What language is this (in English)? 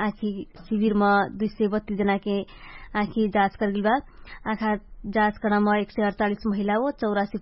Dangaura Tharu